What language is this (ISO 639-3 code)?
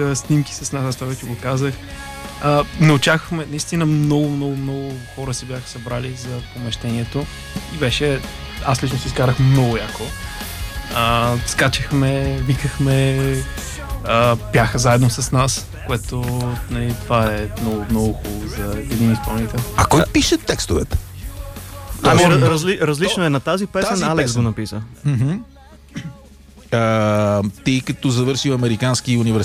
bul